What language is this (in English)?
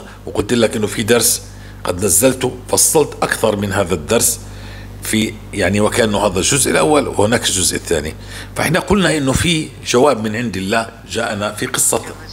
North Levantine Arabic